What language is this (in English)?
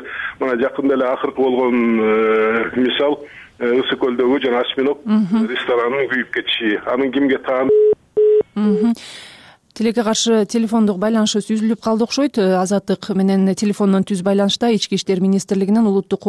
Kyrgyz